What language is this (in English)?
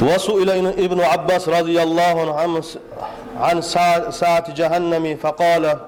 Kumyk